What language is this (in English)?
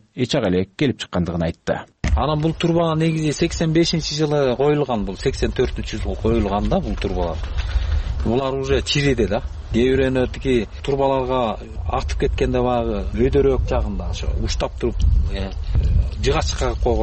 Kyrgyz